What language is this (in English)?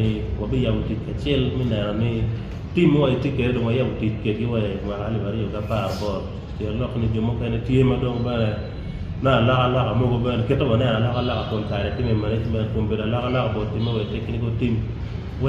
Acoli